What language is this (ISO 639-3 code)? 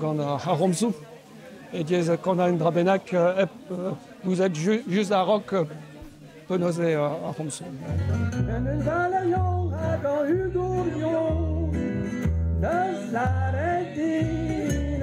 bre